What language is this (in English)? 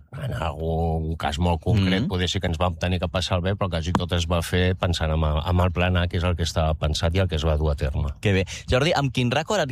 Catalan